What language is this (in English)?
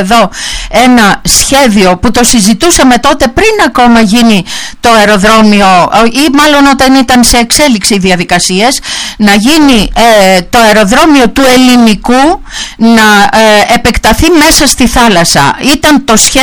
Greek